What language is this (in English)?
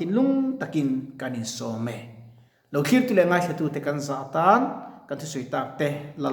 Mizo